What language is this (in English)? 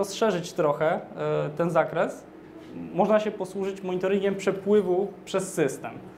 Polish